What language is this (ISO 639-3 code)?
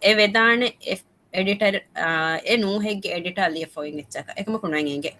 div